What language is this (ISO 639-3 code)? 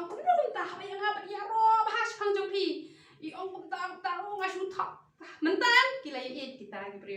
kha